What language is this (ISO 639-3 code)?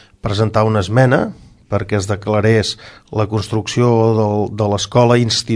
cat